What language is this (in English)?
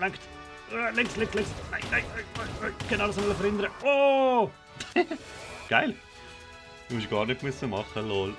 Swiss German